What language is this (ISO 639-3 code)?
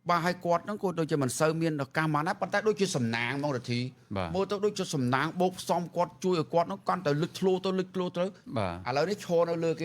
khm